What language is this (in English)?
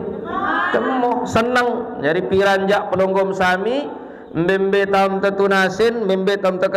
Sasak